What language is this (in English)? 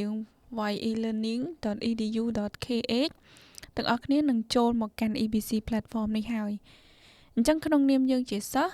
Khmer